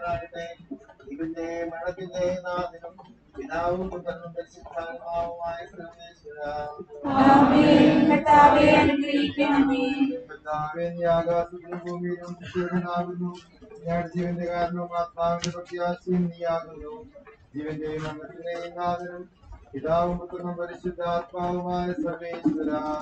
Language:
Malayalam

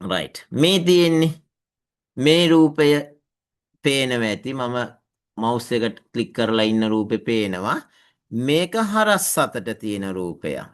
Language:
Sinhala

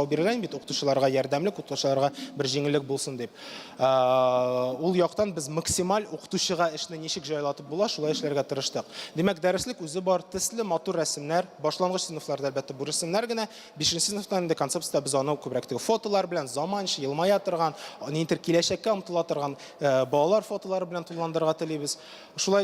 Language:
Tatar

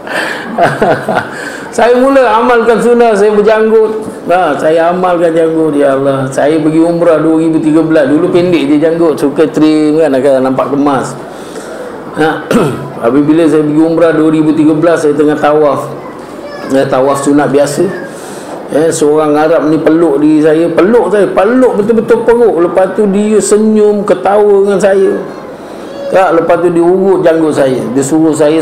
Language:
Malay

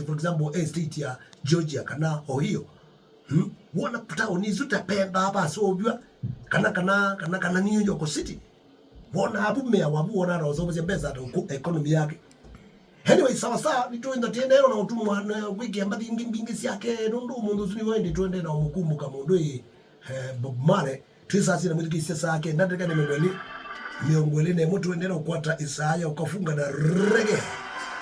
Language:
Kamba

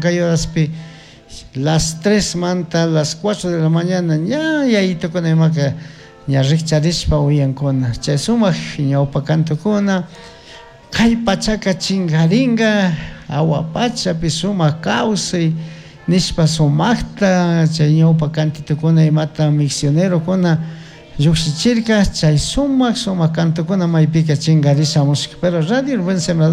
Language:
Chimborazo Highland Quichua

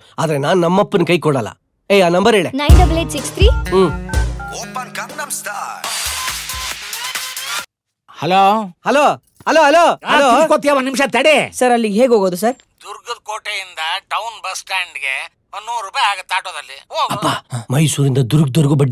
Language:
Kannada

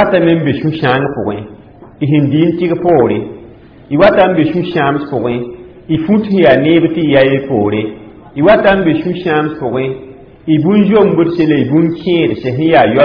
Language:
Mossi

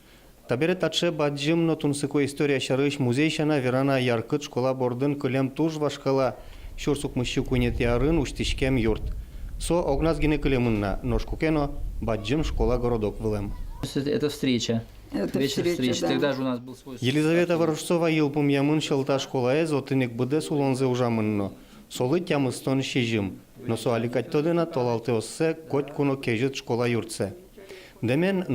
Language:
Udmurt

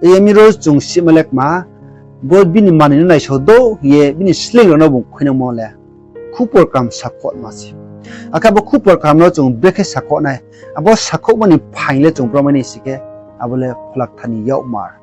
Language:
Riang (India)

